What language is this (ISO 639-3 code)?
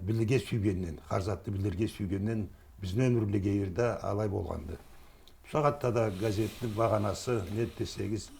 krc